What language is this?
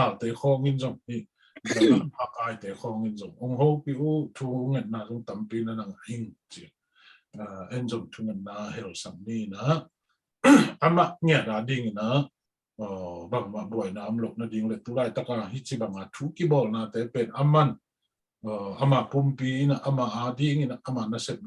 Tedim Chin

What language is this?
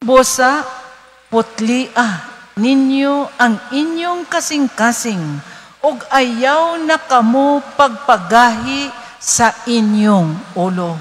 Cebuano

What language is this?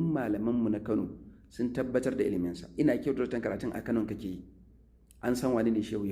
Hausa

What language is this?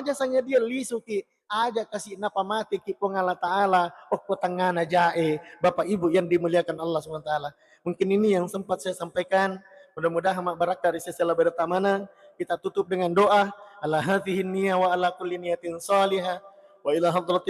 Buginese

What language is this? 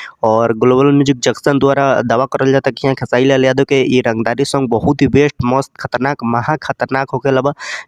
Bhojpuri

